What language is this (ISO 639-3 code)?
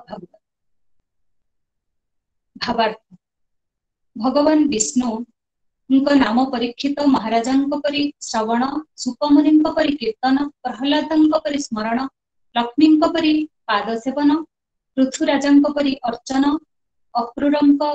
ori